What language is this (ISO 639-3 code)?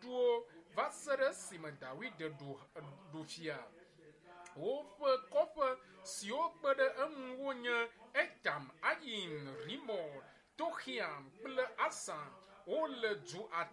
ewe